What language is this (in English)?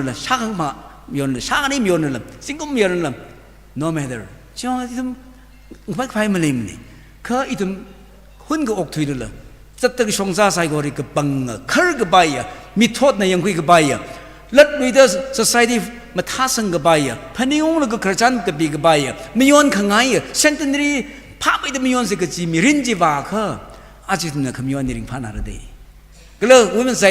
Tangkhul Naga (India)